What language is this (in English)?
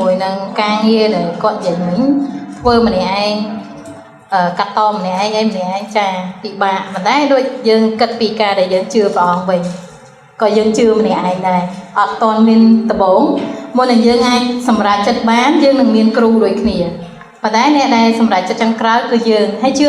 Khmer